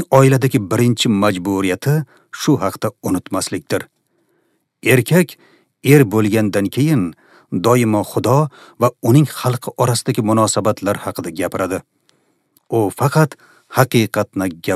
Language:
Uzbek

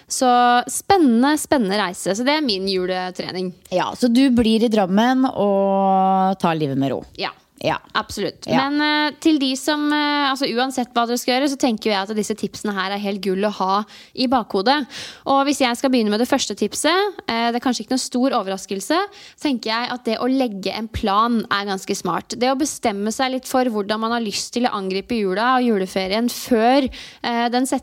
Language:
Norwegian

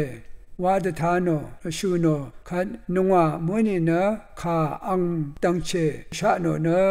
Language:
Rawang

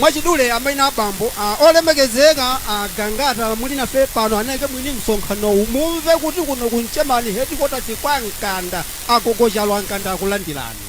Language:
Nyanja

